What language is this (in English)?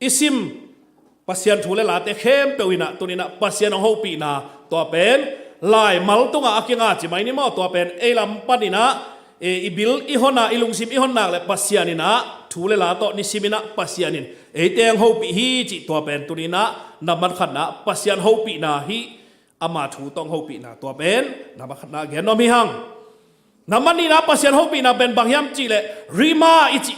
Tedim Chin